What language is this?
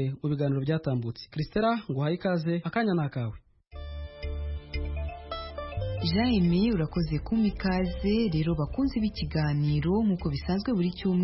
Kinyarwanda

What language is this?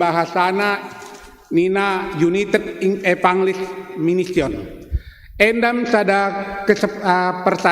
Batak Karo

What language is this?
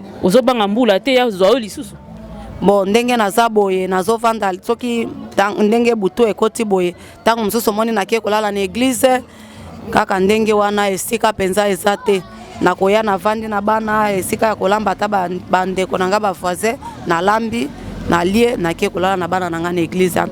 Lingala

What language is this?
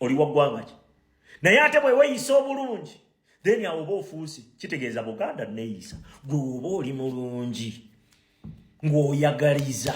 Ganda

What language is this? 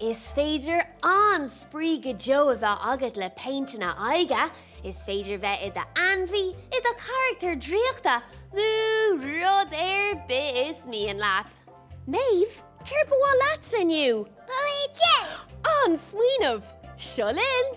Irish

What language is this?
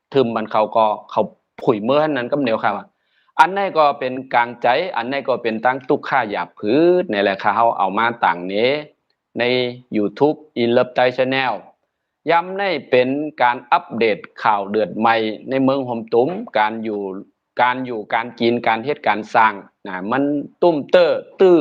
Shan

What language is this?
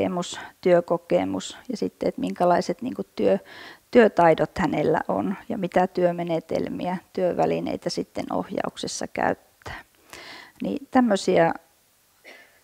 Finnish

